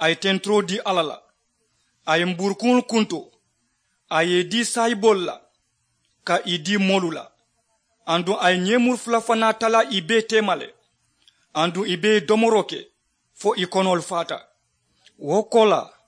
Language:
Mandingo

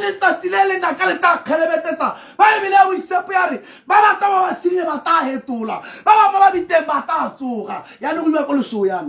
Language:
Tswana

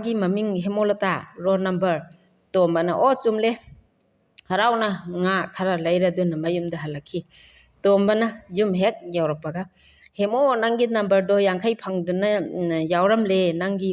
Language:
Manipuri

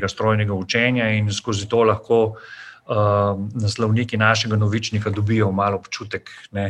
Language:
Slovenian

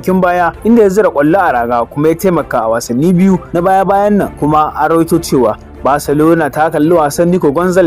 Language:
Hausa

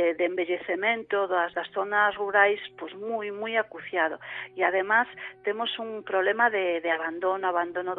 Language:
Galician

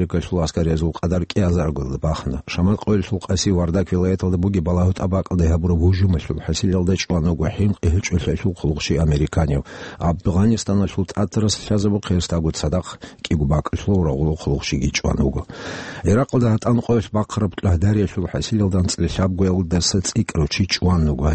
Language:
Avaric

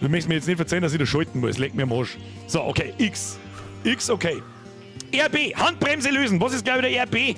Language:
Bavarian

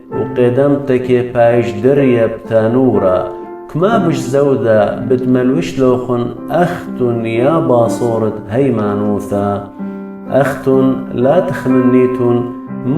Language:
Assyrian Neo-Aramaic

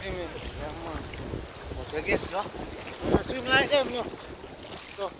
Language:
Jamaican Creole English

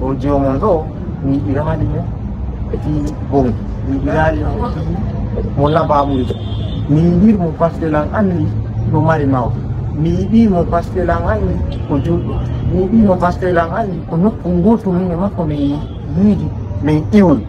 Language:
Fula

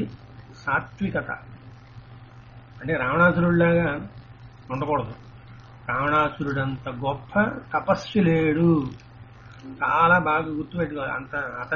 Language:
Telugu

